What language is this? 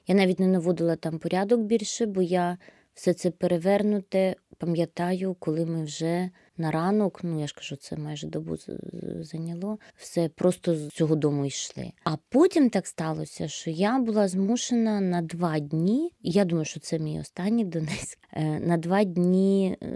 Ukrainian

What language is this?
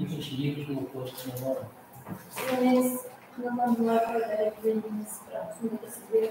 Kara-Kalpak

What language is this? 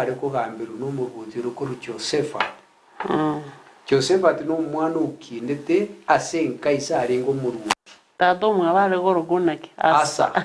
Gusii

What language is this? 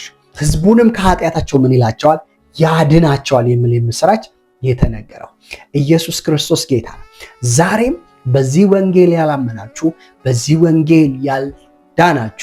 Amharic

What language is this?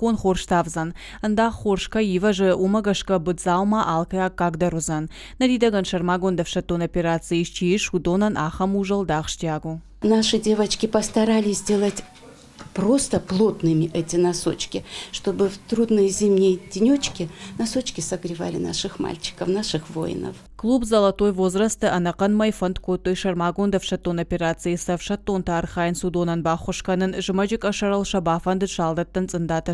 Ossetic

